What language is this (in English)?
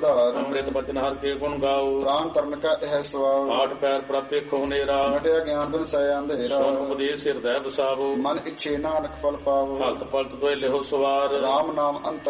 Punjabi